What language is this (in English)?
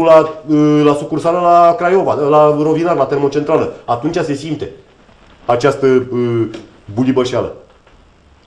Romanian